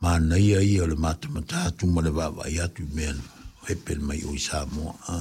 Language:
Samoan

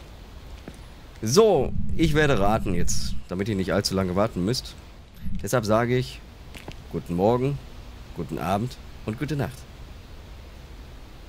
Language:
German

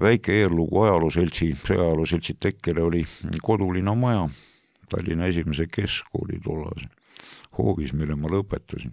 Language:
Estonian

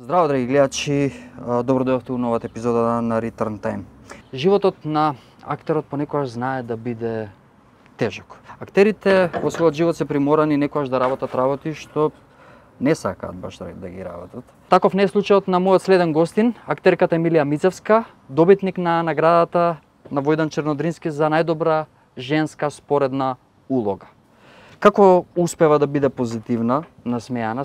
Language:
Macedonian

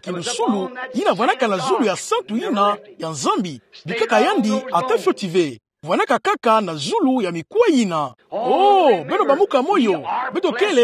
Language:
Kituba (Democratic Republic of Congo)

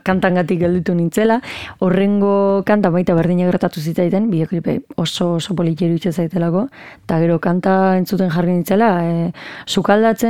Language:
Basque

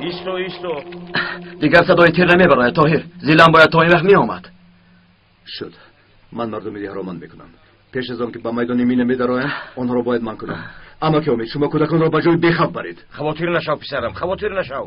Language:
Tajik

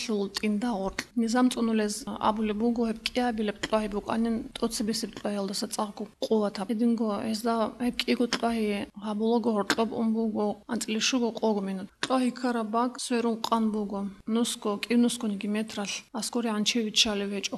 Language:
Avaric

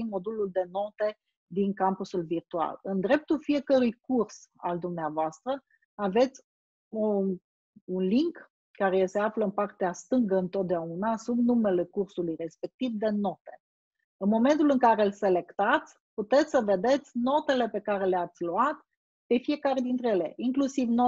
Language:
Romanian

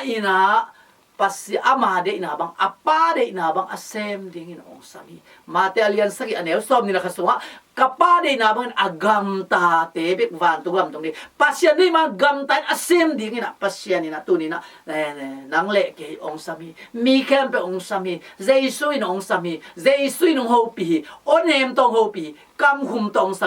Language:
Tedim Chin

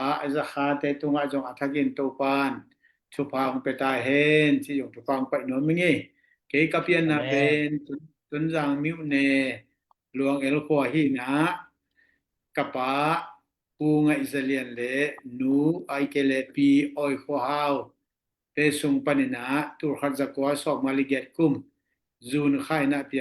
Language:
Tedim Chin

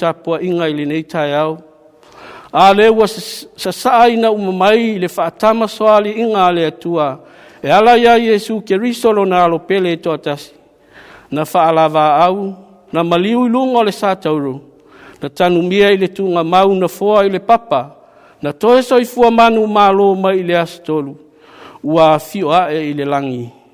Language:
Samoan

